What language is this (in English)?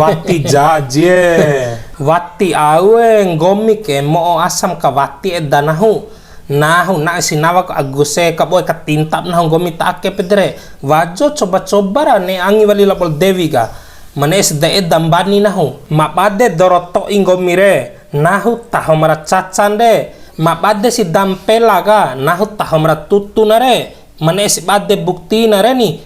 Bima